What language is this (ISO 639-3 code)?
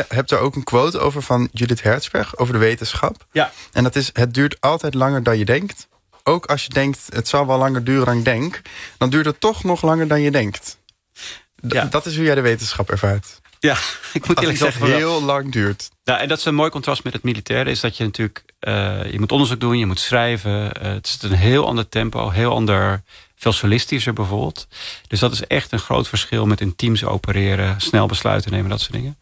nld